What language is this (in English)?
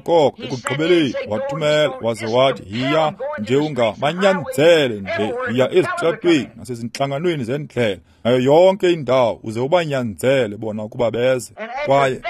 Xhosa